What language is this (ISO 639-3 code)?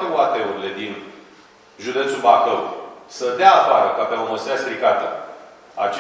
ron